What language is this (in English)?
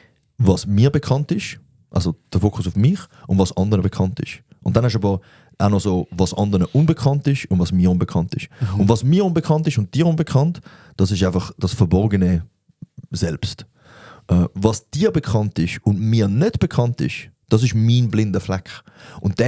Swiss German